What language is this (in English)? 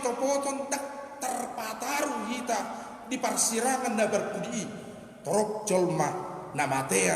Batak Toba